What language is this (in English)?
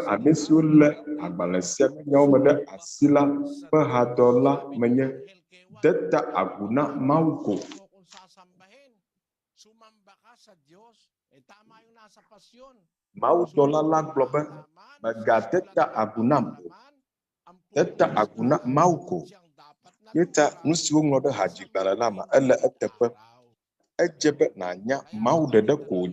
Ewe